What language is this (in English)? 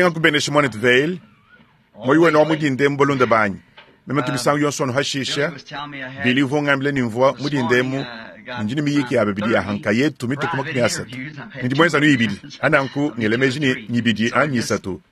Luba-Lulua